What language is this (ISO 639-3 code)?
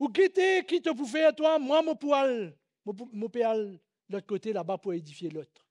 mfe